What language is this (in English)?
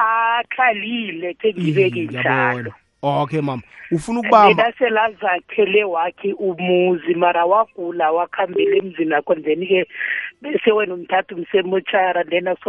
South Ndebele